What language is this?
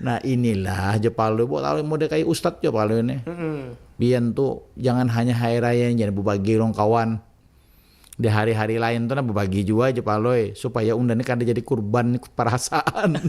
Banjar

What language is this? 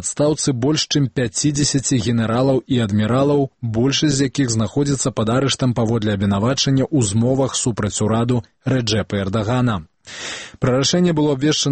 Belarusian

